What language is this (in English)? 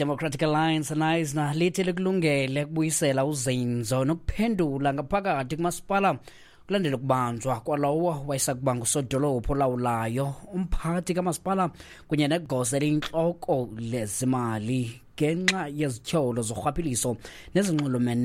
Xhosa